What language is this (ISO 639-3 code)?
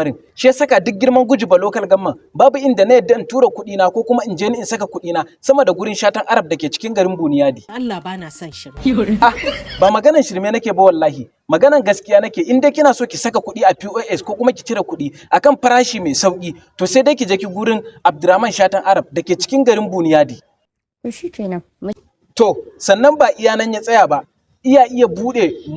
hau